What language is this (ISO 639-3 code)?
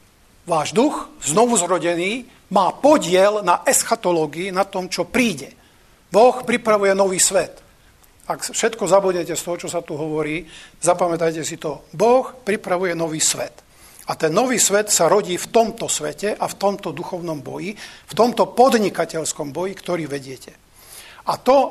slk